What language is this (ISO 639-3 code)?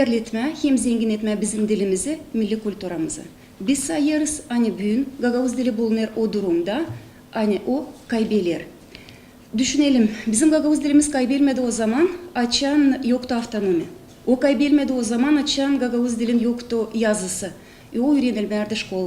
gag